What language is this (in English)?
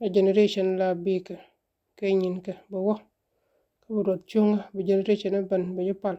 Nuer